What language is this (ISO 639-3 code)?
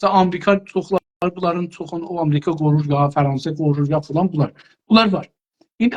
azb